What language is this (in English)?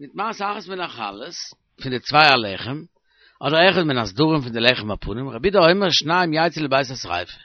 Yiddish